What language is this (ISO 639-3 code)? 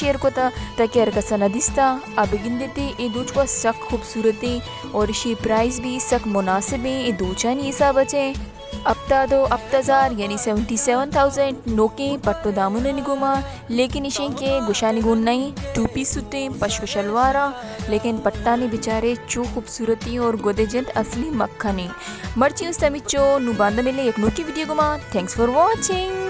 bal